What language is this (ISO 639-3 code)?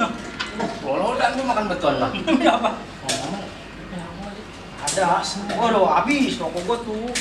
bew